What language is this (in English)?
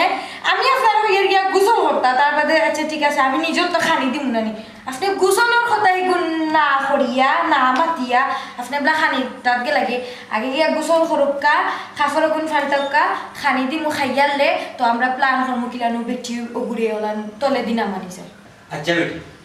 Sylheti